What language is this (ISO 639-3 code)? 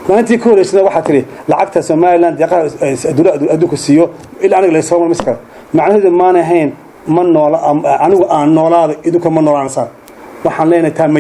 som